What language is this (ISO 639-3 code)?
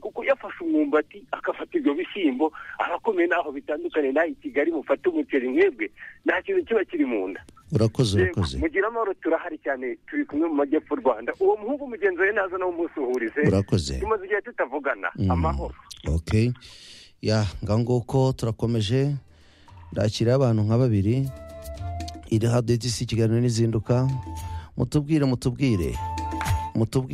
kin